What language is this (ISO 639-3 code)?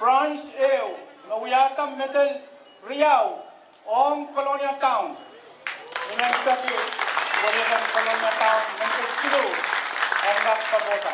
pon